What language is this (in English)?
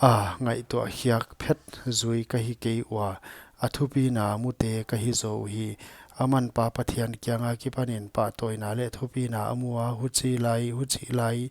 Paite Chin